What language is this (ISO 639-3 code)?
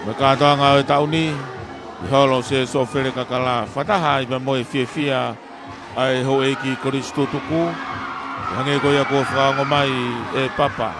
ton